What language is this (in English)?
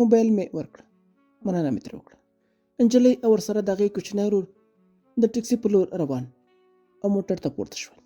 Pashto